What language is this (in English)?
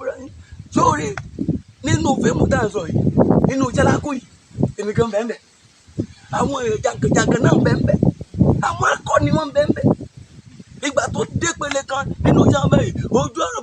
Yoruba